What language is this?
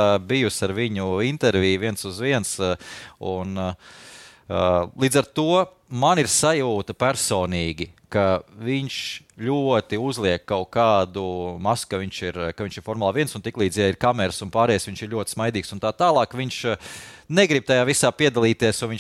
Latvian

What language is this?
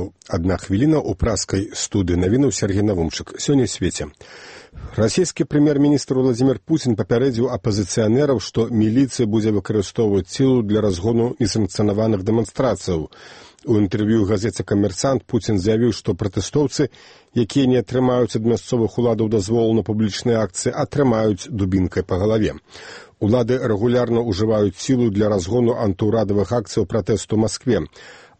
Belarusian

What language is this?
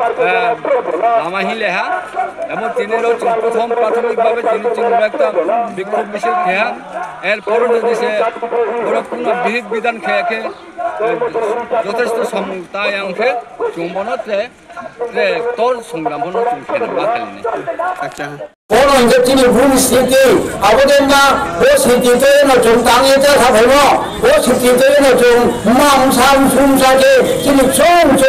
Riang (India)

